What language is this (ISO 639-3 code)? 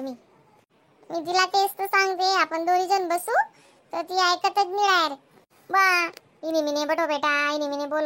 khn